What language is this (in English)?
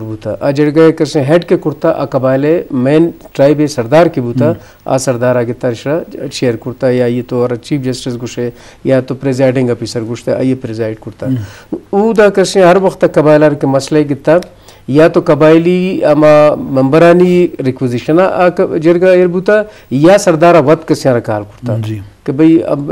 Eastern Balochi